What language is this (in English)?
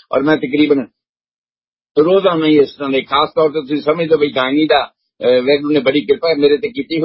Punjabi